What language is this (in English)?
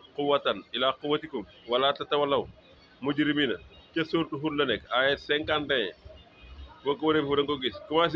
Wolof